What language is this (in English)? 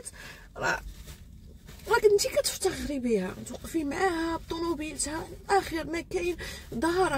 Moroccan Arabic